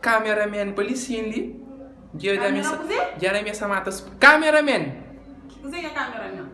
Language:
Kabuverdianu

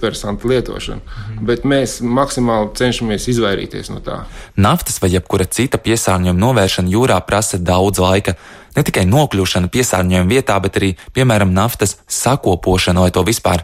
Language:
Latvian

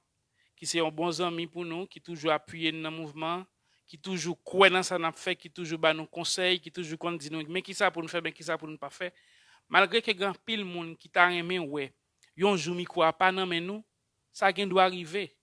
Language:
Haitian Creole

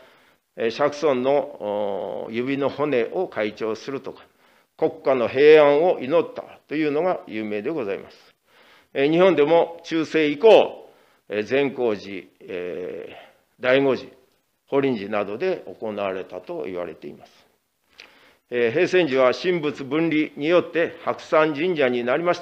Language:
Japanese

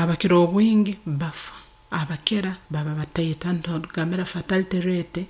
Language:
Nyoro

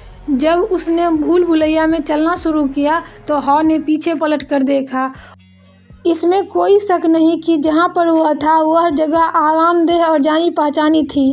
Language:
Hindi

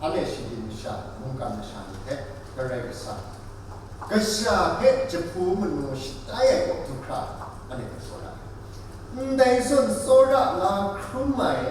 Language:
Kachin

